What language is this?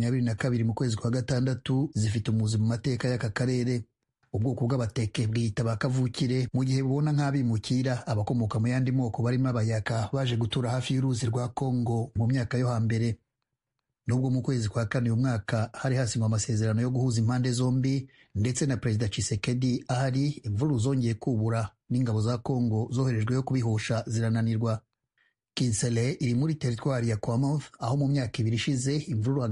Kinyarwanda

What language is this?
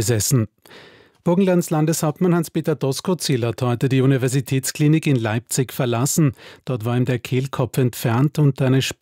German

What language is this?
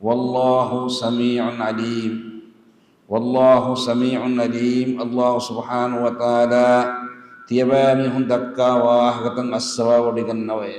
Divehi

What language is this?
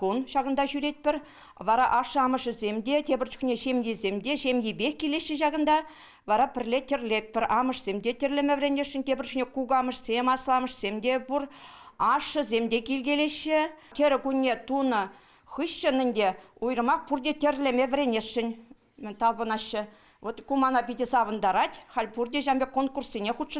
Chuvash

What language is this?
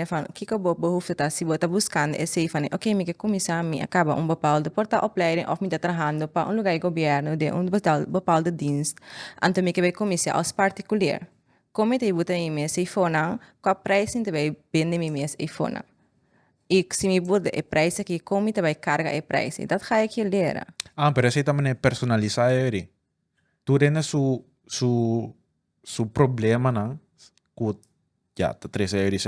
Papiamento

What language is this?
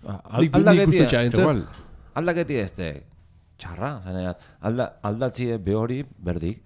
Basque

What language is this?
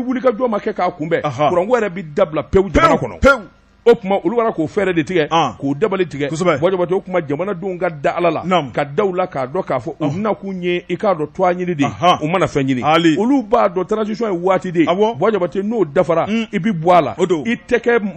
Bambara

